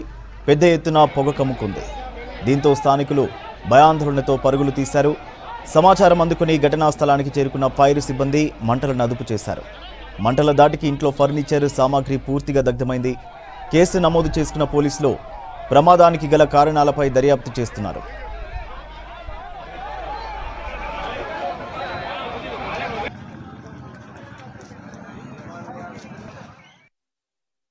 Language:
Telugu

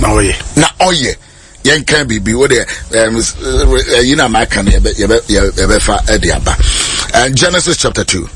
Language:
Akan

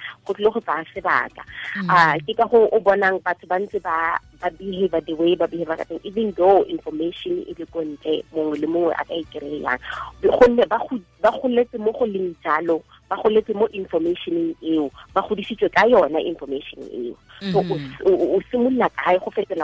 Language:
Tswana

